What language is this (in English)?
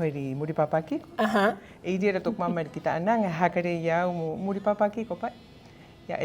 Rapanui